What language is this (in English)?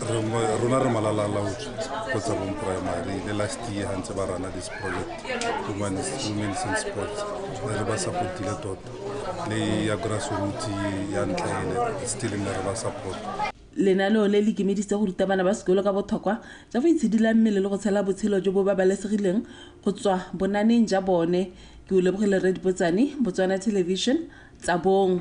Tswana